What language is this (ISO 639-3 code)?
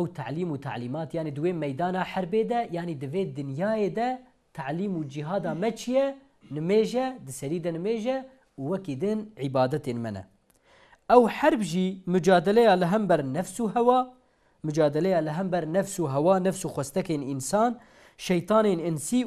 kur